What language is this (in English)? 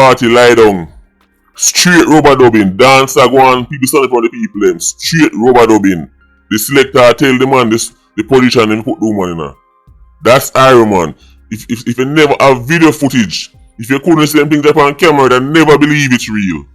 Jamaican Creole English